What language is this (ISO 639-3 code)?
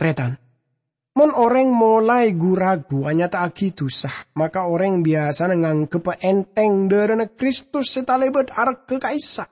mad